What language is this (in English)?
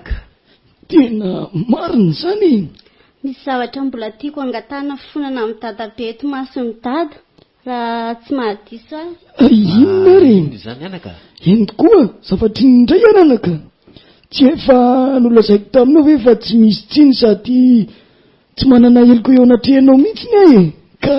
Malagasy